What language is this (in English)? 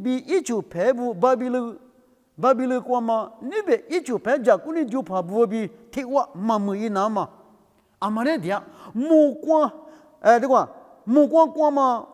Lisu